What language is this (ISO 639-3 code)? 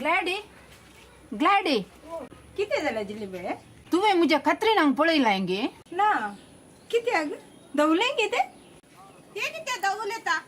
kok